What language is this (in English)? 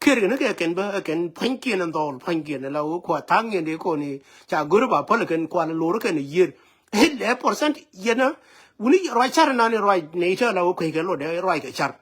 Nuer